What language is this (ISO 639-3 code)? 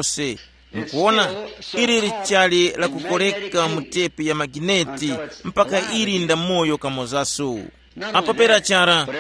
tum